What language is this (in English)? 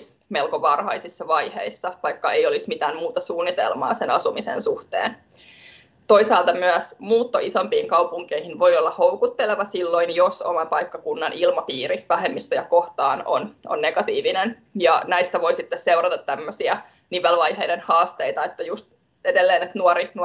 Finnish